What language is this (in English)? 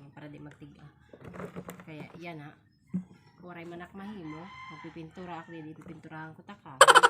Waray